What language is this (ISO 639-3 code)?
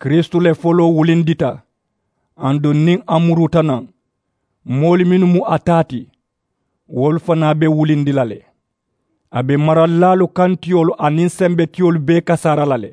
man